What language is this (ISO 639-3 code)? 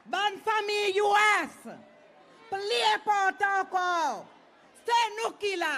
crs